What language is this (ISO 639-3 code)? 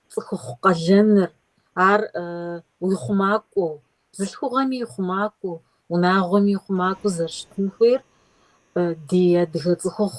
kbd